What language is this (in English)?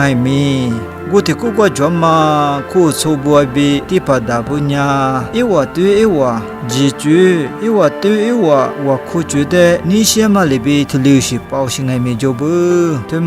Lisu